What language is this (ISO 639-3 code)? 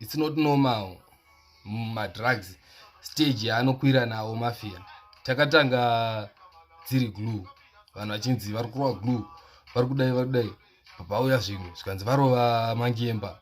sna